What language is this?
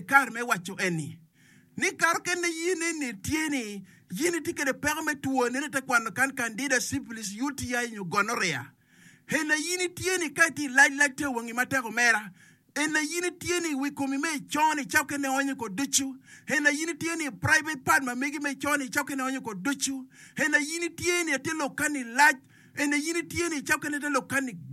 Acoli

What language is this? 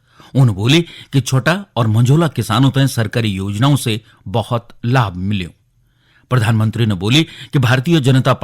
Garhwali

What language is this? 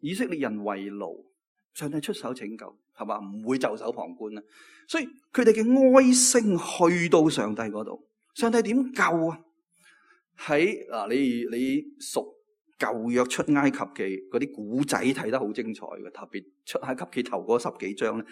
Cantonese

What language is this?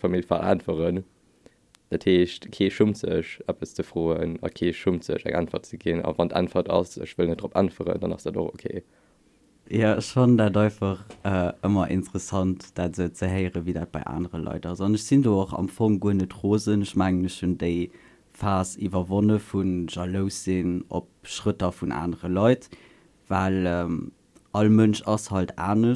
Luxembourgish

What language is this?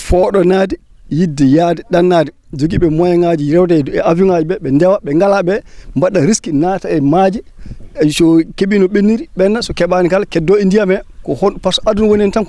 Fula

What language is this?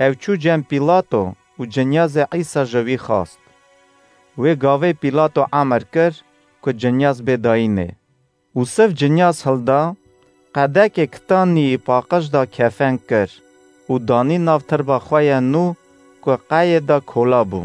Kurdish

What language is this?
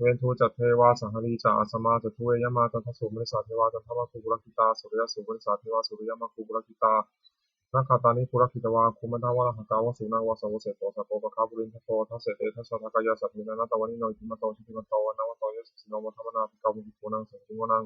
Pali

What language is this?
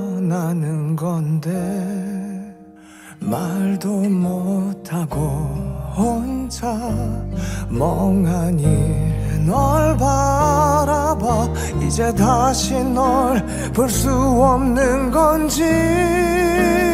Korean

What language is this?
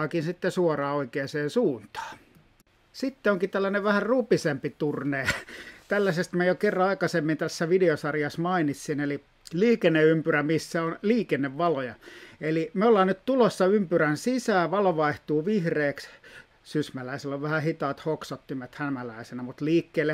Finnish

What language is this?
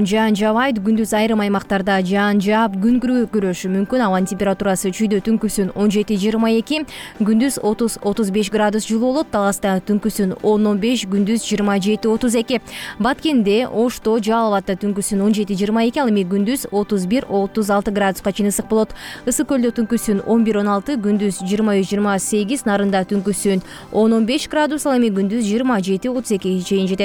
Kyrgyz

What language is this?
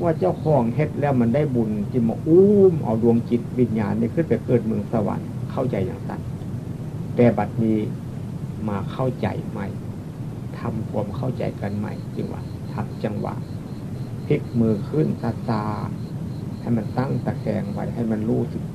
Northeastern Thai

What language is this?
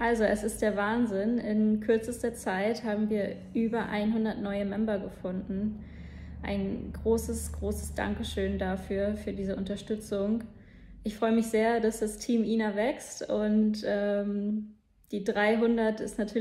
Swiss German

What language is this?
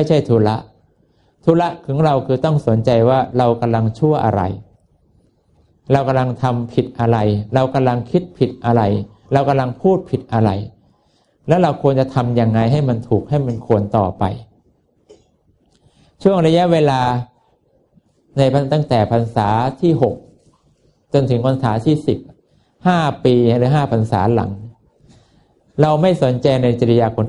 Thai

